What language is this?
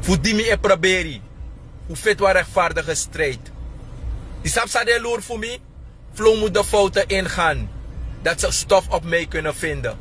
Sranan Tongo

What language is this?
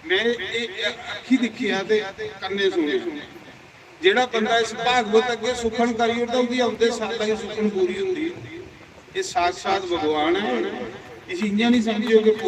Dogri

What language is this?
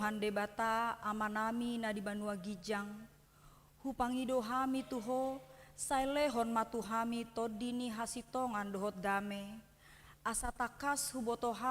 Batak Toba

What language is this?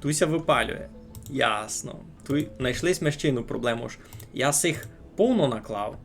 Rusyn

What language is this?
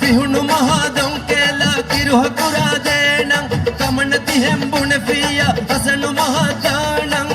Divehi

